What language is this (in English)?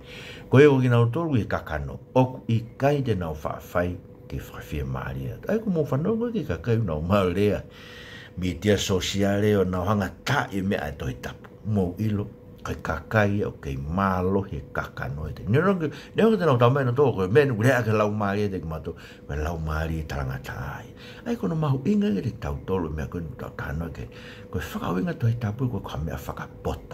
Tongan